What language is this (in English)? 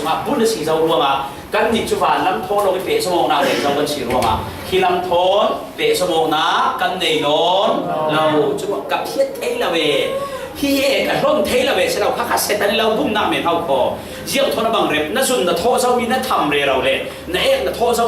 Falam Chin